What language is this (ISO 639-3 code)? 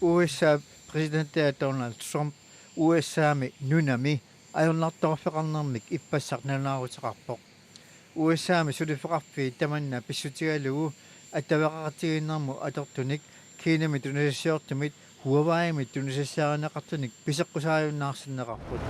kal